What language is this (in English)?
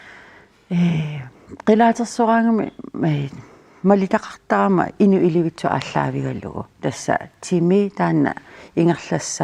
Kalaallisut